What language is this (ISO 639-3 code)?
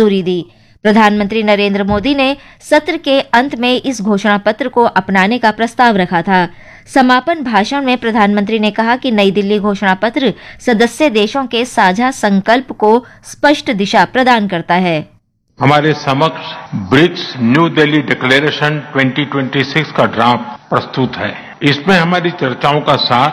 hin